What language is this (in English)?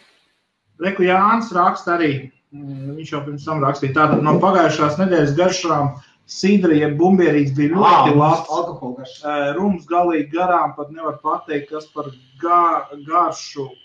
Latvian